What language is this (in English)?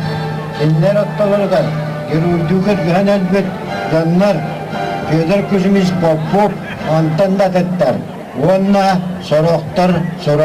Yakut